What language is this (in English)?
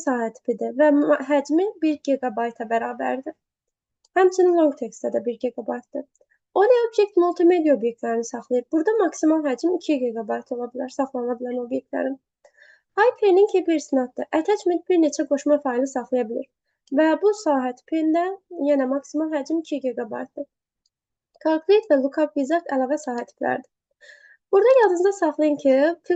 Azerbaijani